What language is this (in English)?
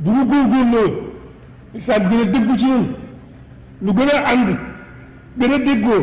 Wolof